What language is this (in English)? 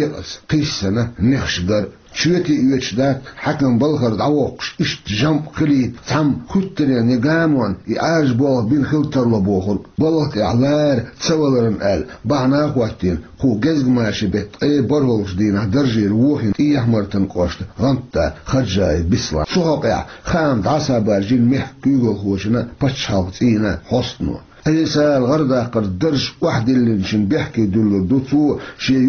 Chechen